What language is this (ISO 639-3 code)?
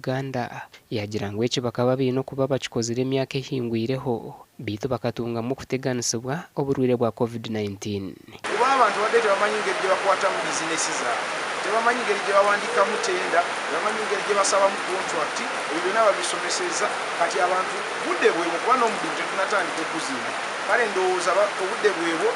nyn